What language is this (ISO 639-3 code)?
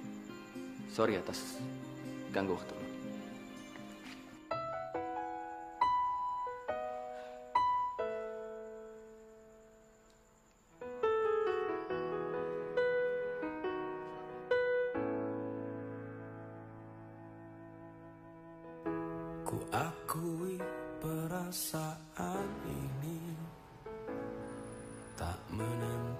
ind